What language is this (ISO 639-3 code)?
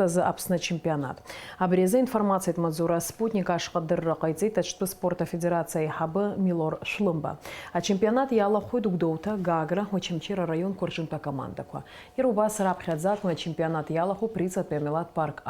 abk